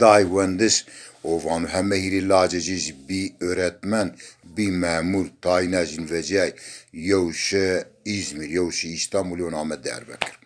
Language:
Zaza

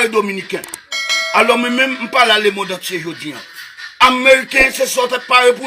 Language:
Haitian Creole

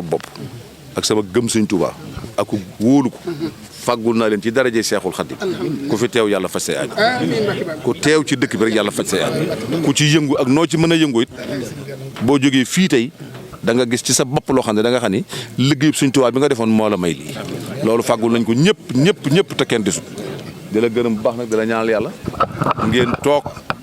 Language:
Wolof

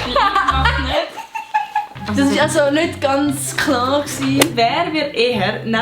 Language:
Swiss German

